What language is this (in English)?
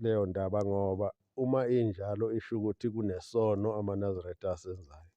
Zulu